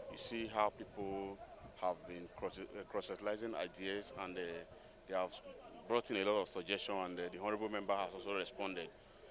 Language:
Nigerian Pidgin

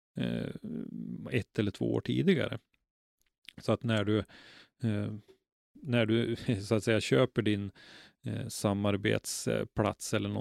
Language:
Swedish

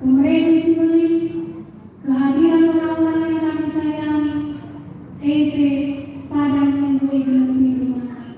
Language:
Batak Karo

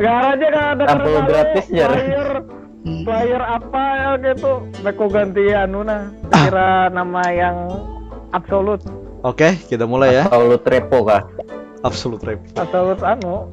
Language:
Banjar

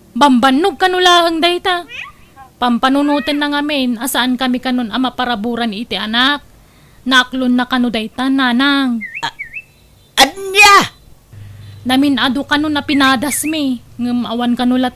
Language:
Iloko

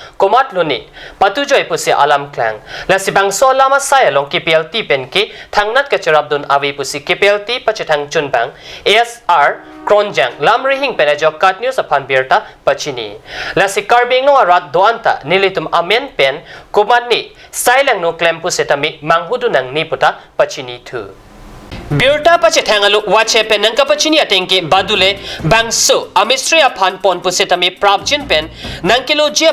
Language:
Karbi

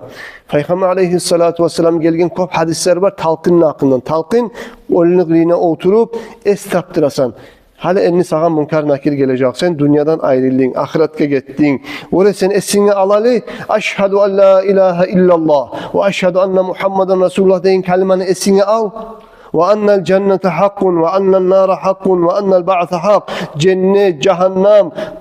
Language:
Kumyk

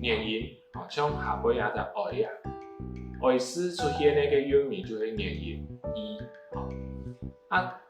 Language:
Hakka Chinese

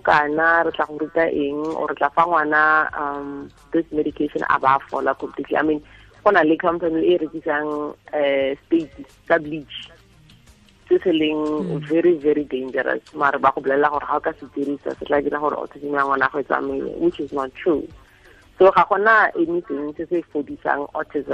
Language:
Tswana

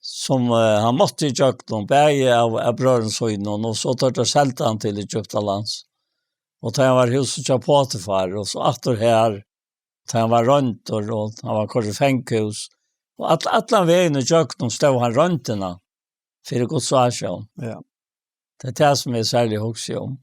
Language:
Faroese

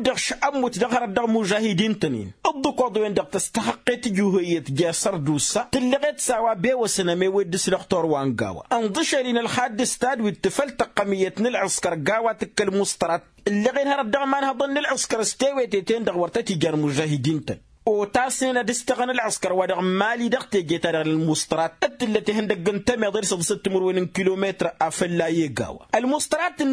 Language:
Tamasheq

